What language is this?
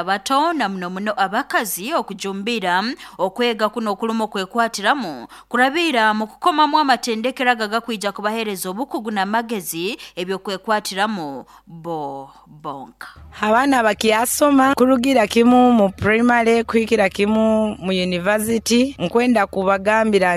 Nyoro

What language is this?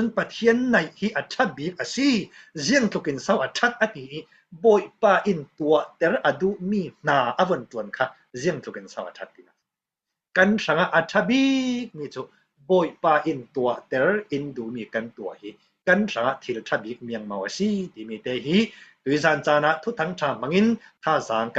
Falam Chin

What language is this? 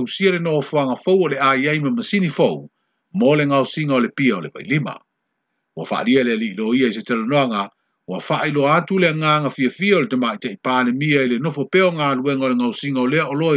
Samoan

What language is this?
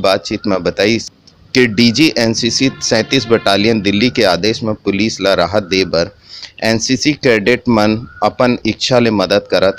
Chhattisgarhi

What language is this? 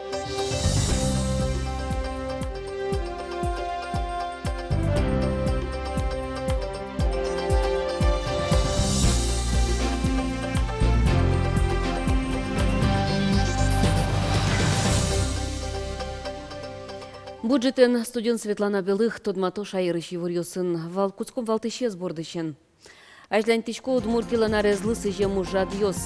Udmurt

